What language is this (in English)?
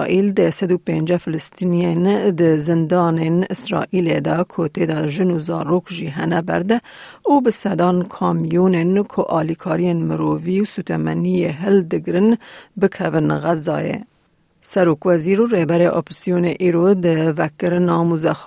Kurdish